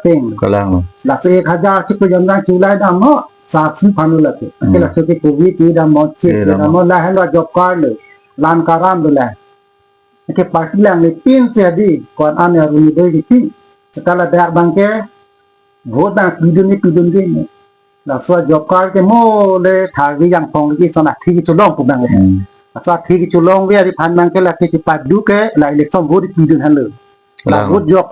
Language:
Karbi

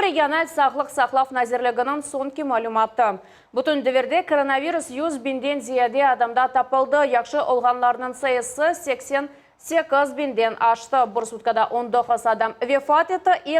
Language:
Crimean Tatar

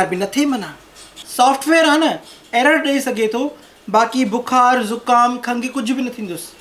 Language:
Sindhi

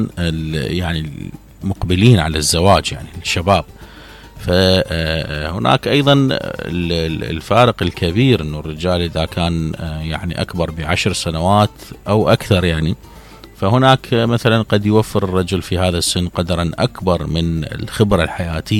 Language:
Mesopotamian Arabic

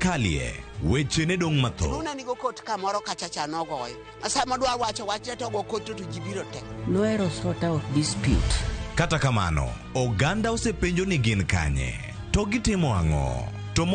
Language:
Luo (Kenya and Tanzania)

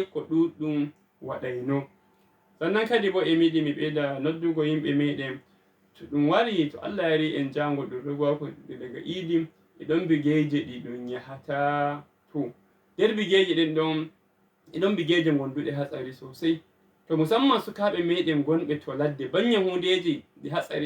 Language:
Fula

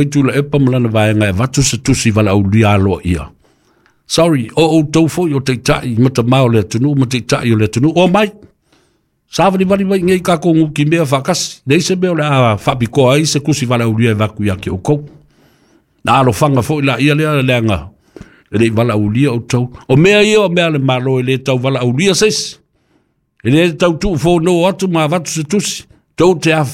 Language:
Samoan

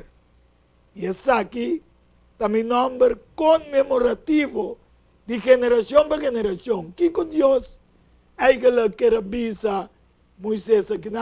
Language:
Papiamento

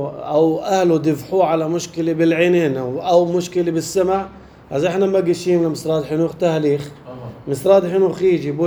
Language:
North Levantine Arabic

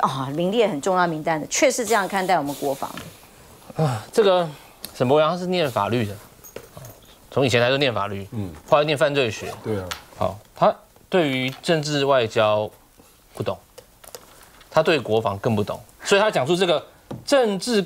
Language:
Chinese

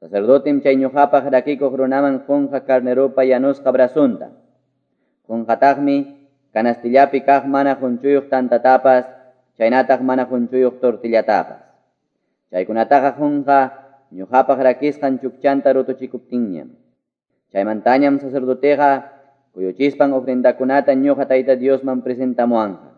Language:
Quechua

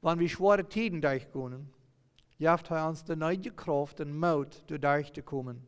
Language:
Plautdietsch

